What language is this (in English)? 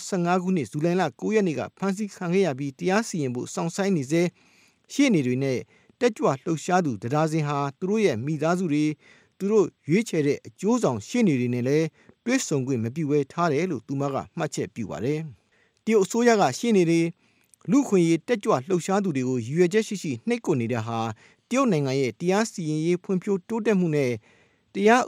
Burmese